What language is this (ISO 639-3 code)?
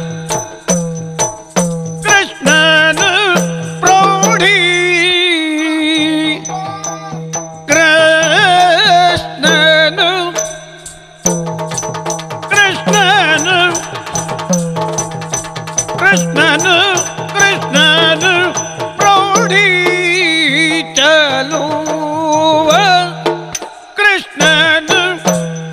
kan